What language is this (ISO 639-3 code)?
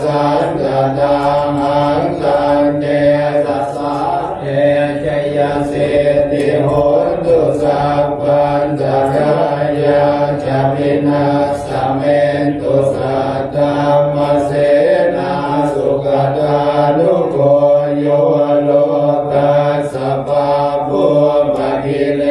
pli